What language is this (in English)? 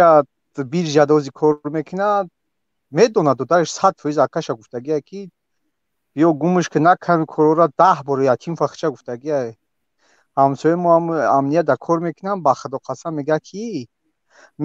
Tajik